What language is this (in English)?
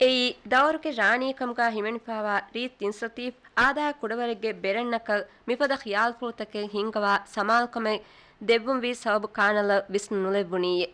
Divehi